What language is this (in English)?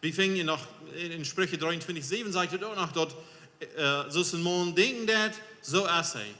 Plautdietsch